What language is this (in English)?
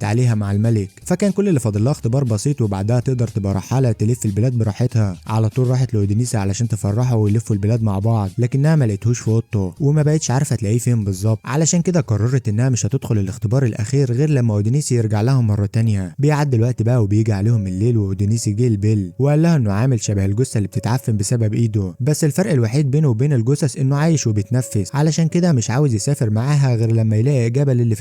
Egyptian Arabic